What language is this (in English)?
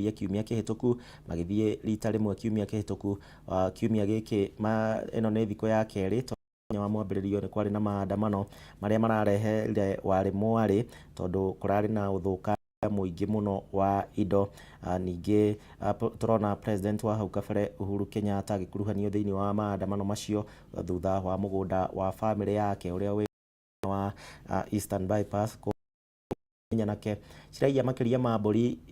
Kikuyu